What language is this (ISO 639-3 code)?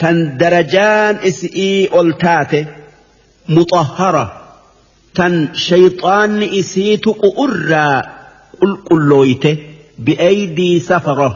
orm